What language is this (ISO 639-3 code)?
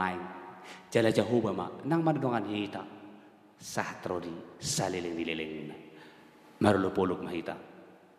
bbc